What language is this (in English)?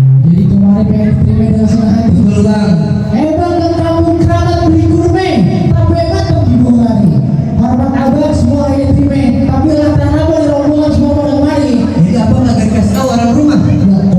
Betawi